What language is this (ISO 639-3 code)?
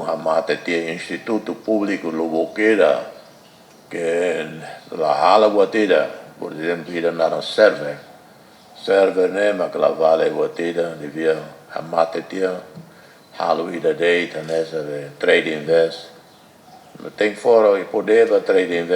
tet